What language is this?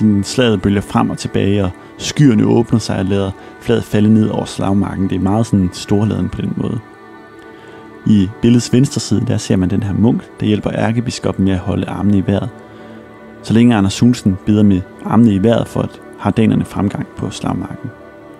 Danish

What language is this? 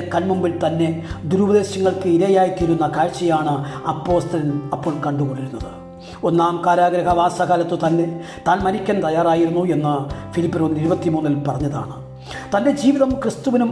Malayalam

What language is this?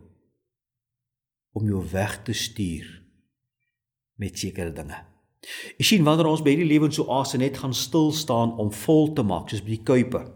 Afrikaans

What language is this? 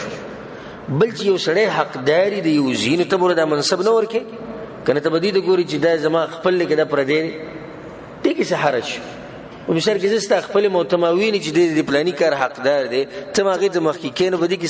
Pashto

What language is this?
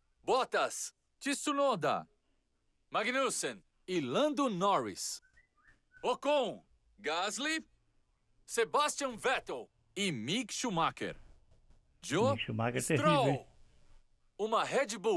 Portuguese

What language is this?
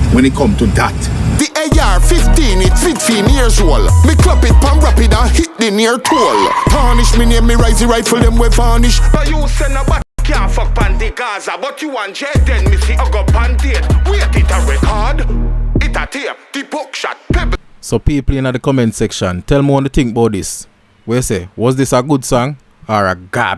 Jamaican Creole English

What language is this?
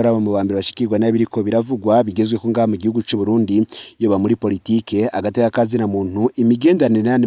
Rundi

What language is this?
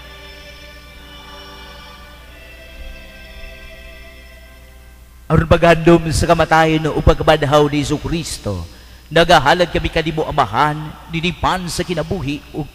Cebuano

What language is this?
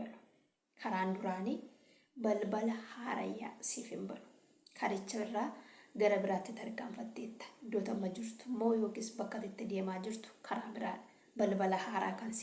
Oromo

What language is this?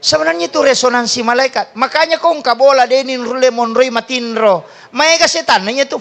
Buginese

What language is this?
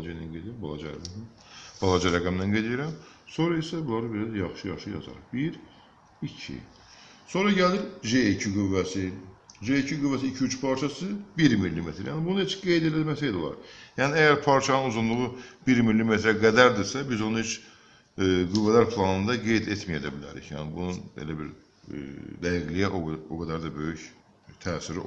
Azerbaijani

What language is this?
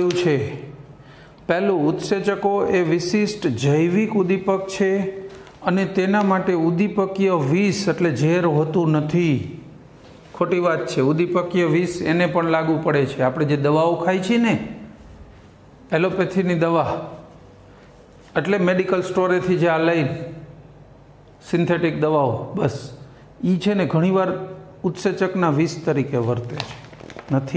Gujarati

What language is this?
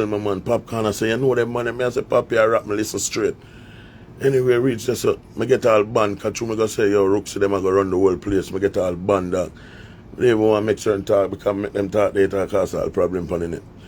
Jamaican Creole English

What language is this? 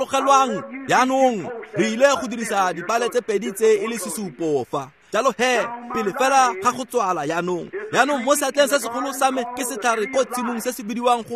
Tswana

